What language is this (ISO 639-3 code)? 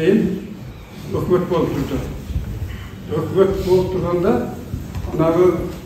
kir